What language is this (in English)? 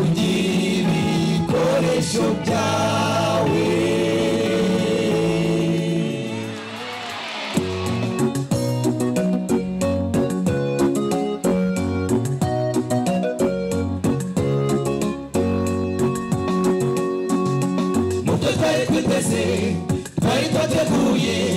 Kinyarwanda